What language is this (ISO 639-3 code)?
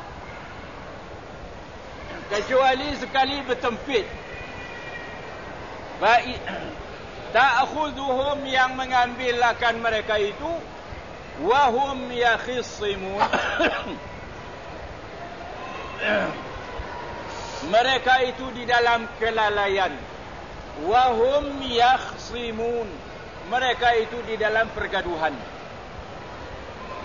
msa